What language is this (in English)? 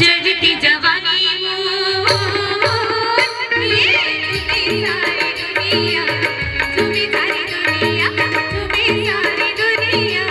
Chhattisgarhi